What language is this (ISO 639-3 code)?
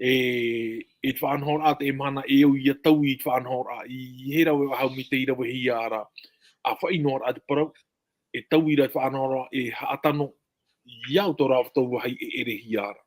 tah